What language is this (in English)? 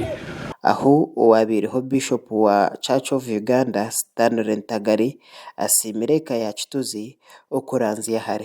Nyankole